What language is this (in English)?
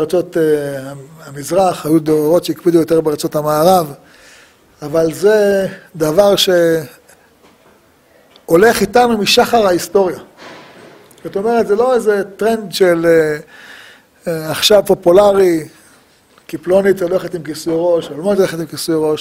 Hebrew